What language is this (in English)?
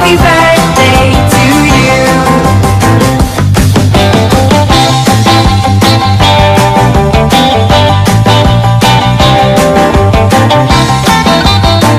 Tamil